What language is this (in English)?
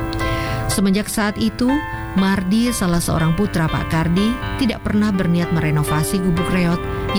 Indonesian